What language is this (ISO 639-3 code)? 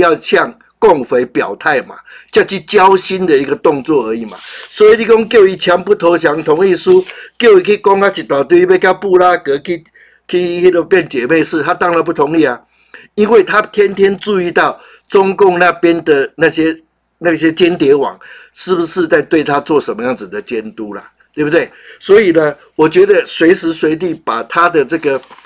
zho